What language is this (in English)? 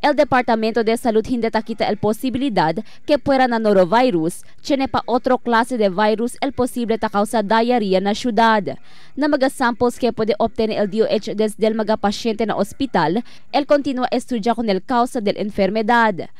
Chavacano